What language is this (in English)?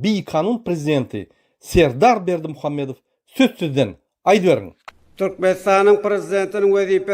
Turkmen